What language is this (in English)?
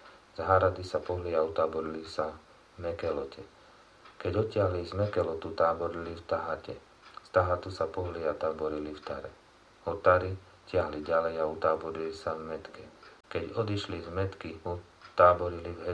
Slovak